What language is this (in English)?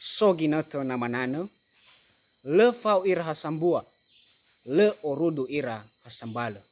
Nias